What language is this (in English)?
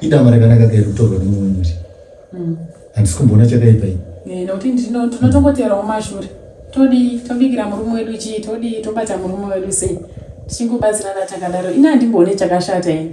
Shona